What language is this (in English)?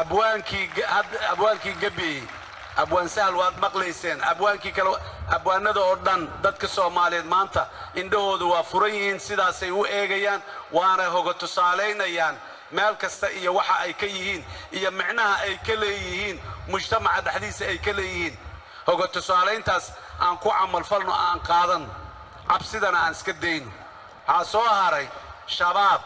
Somali